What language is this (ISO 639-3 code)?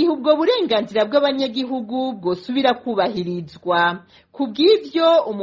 run